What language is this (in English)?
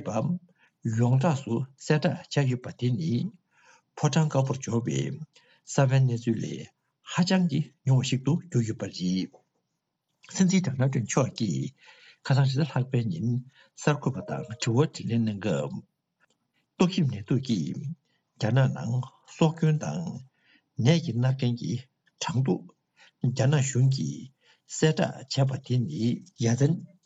Tibetan